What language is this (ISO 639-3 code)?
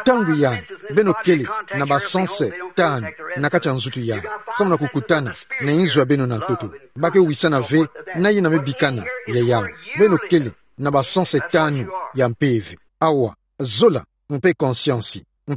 ktu